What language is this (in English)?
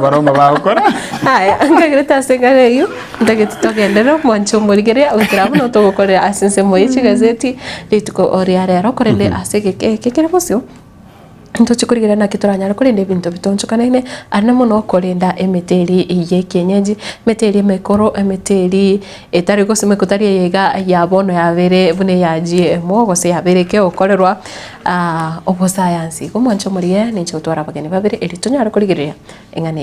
Gusii